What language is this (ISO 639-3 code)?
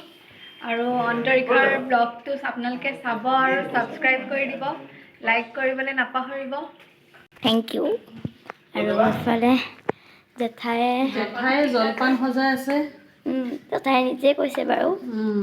asm